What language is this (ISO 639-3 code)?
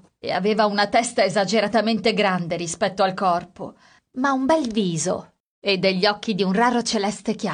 ita